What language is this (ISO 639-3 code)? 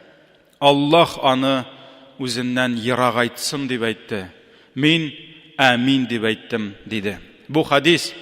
tat